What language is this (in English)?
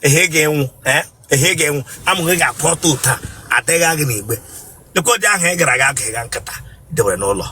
Igbo